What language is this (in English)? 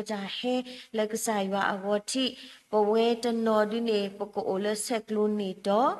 S'gaw Karen